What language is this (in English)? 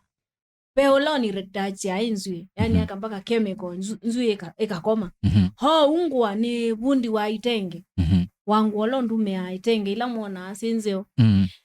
Kamba